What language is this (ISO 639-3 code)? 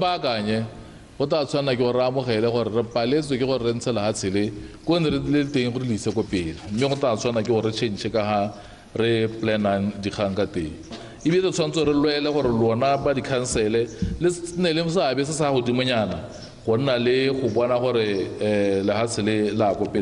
tsn